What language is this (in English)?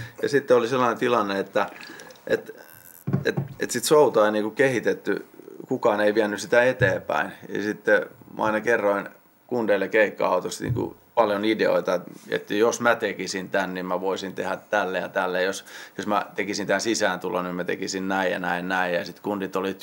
Finnish